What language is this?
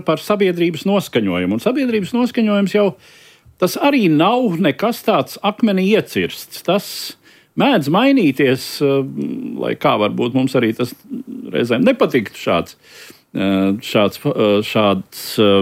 Latvian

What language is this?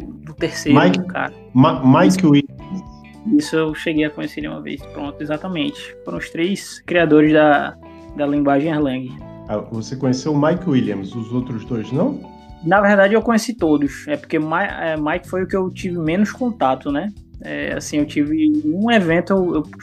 Portuguese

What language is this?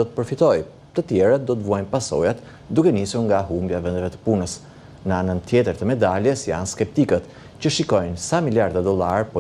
Albanian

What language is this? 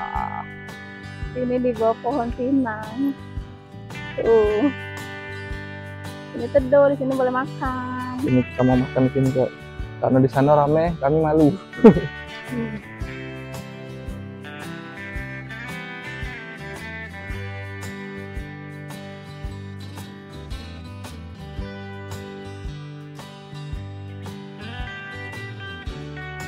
Indonesian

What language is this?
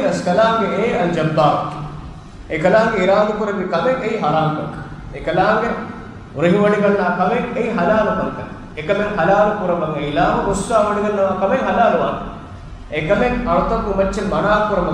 Divehi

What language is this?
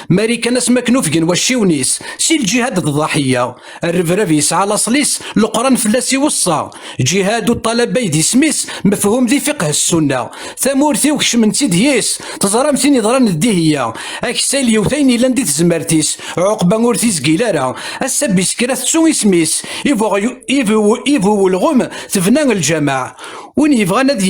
Kabyle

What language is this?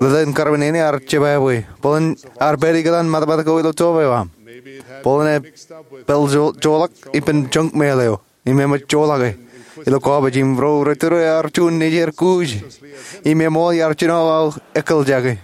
Marshallese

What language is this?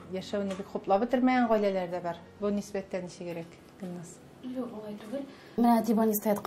Tatar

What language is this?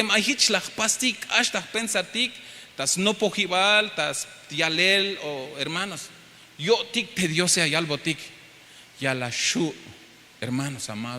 Tzeltal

